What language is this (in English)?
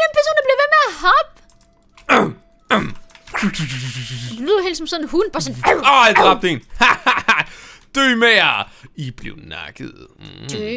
Danish